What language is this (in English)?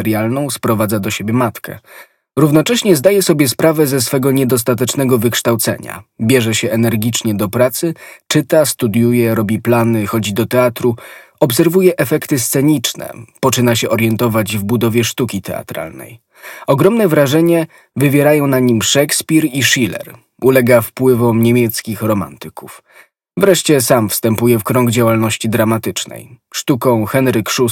Polish